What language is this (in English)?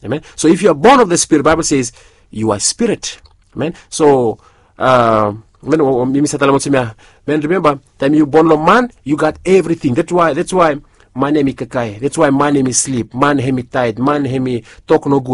Bislama